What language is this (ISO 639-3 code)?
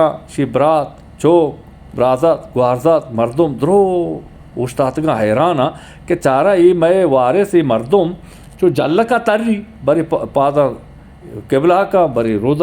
bgp